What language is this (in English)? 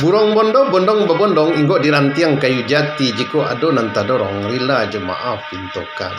Minangkabau